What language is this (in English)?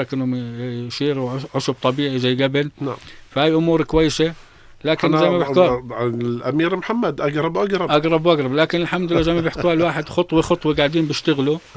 North Levantine Arabic